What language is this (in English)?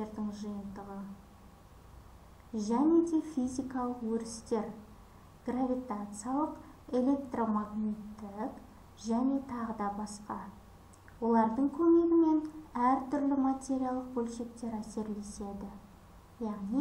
Kazakh